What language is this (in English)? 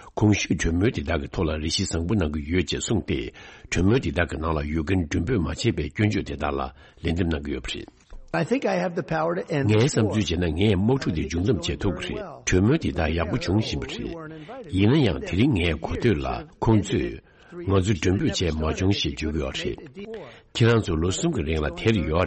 Tibetan